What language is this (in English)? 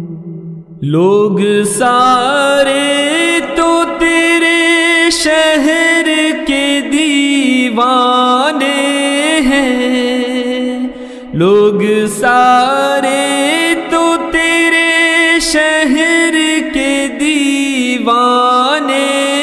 Urdu